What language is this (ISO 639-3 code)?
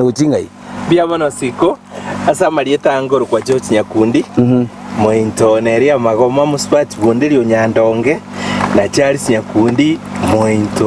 guz